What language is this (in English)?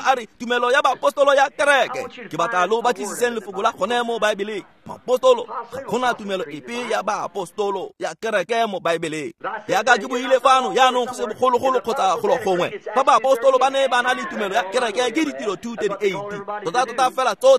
Tswana